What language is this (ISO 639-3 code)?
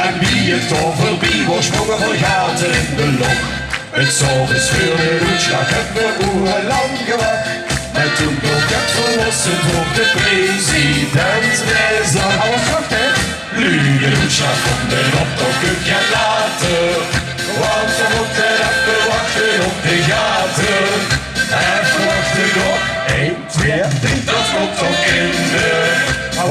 lim